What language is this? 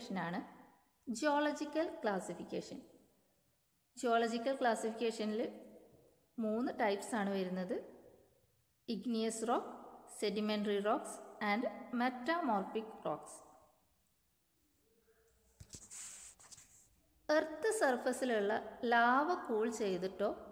Malayalam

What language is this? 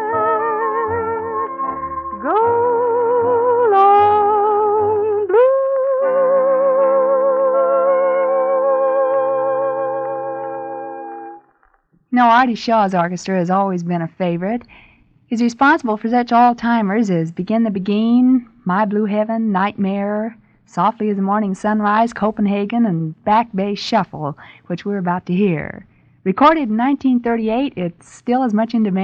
English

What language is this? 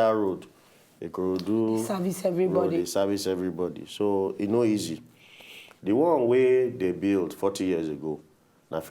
Nigerian Pidgin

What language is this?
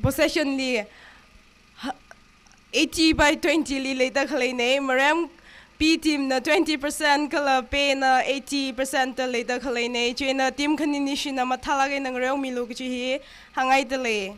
Tangkhul Naga (India)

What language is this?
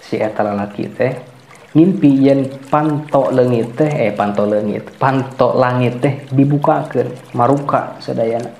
Sundanese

